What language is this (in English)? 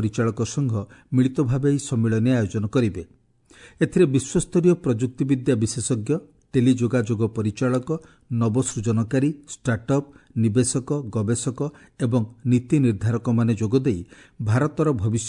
Odia